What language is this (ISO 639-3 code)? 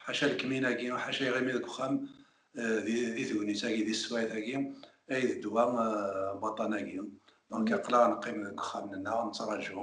kab